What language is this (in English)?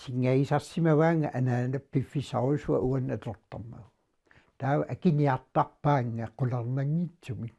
Kalaallisut